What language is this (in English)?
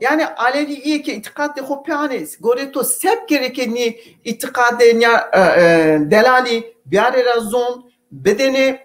Zaza